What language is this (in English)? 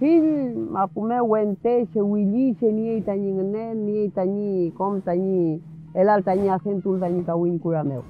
Mapuche